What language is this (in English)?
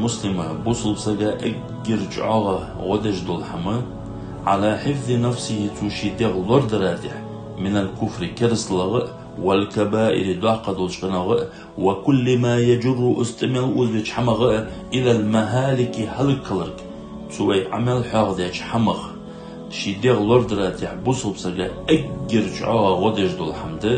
Ingush